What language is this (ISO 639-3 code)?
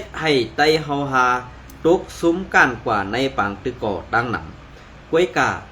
shn